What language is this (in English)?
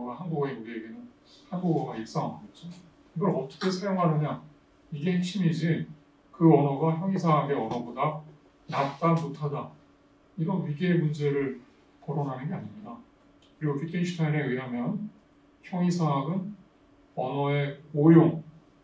Korean